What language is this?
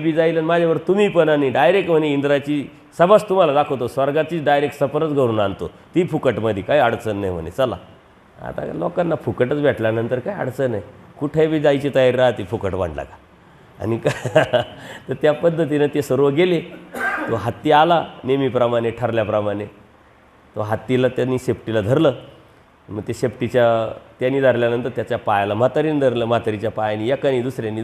Marathi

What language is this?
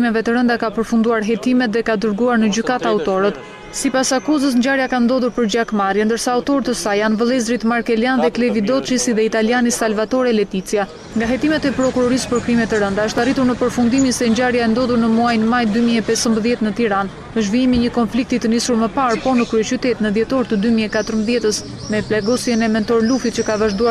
Albanian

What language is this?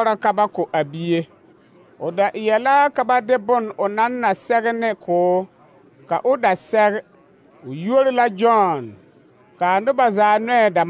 Southern Dagaare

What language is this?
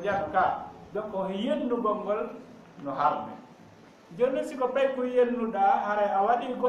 Fula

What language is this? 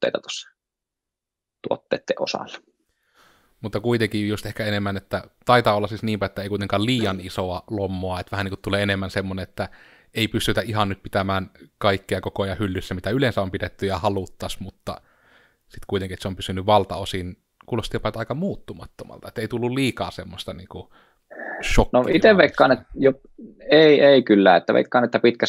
Finnish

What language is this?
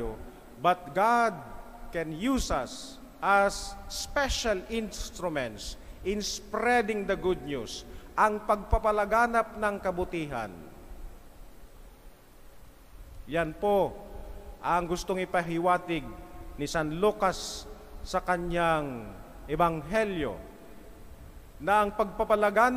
Filipino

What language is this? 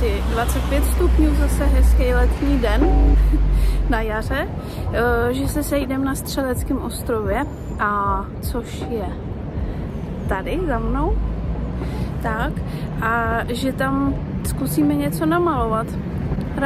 Czech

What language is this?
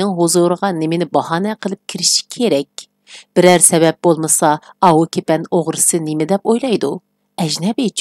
Uyghur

